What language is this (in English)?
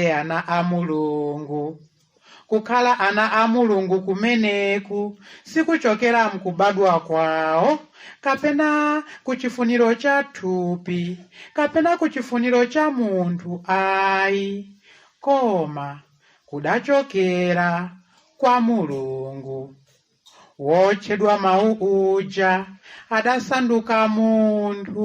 Nyanja